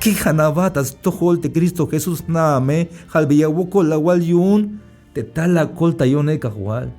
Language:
Tzeltal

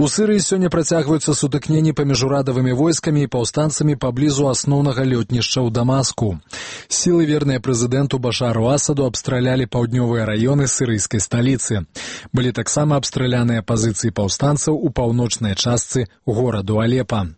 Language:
Belarusian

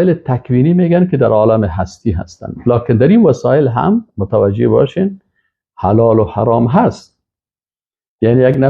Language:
Persian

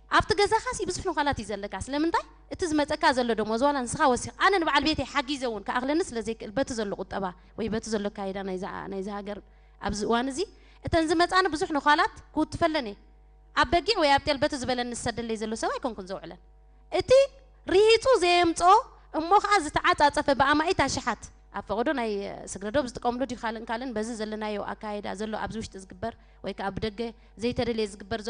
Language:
Tigrinya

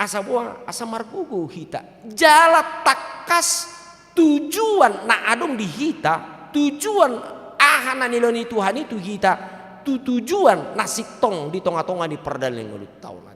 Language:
Batak Toba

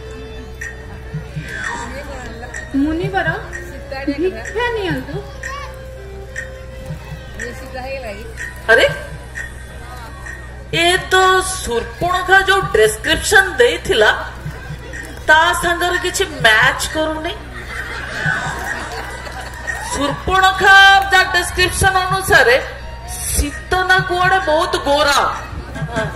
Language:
Odia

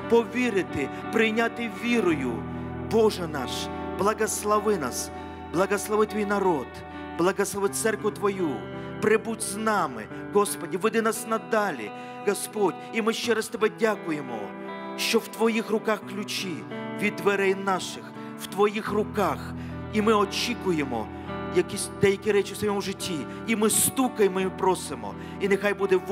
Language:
Ukrainian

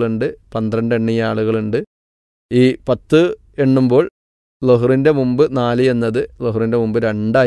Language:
Malayalam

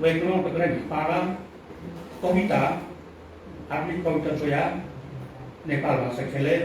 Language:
Newari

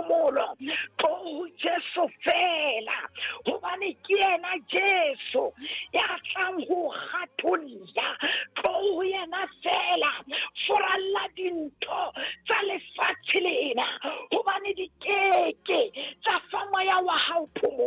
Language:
Southern Sotho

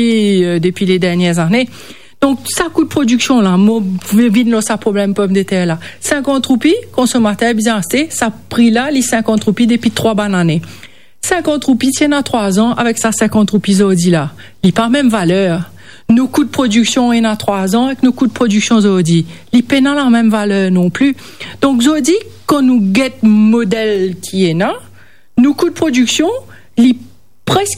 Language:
Morisyen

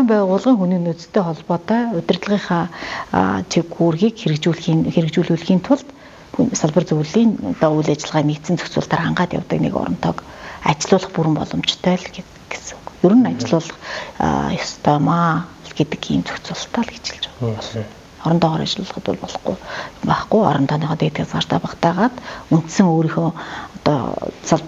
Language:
Mongolian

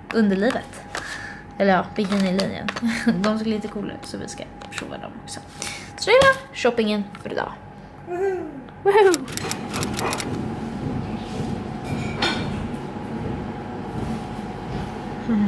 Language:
Swedish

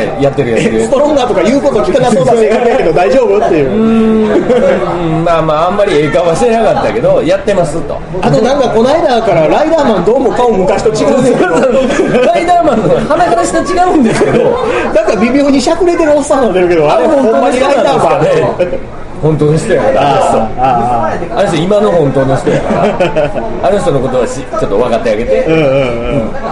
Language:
Japanese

